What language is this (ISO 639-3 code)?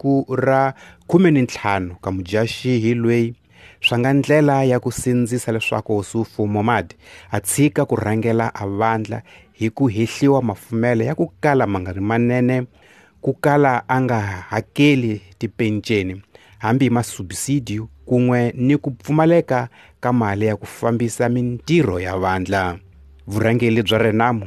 tso